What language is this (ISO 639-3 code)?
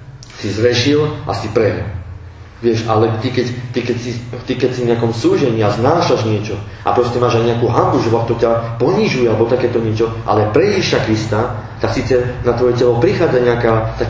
slk